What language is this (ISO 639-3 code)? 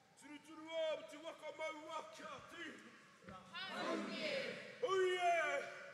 mri